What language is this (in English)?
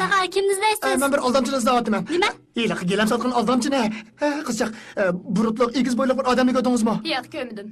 Uyghur